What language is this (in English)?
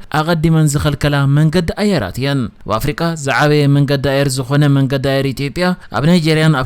Tigrinya